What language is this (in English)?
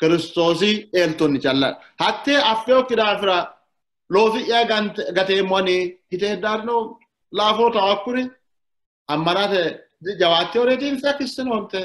Sidamo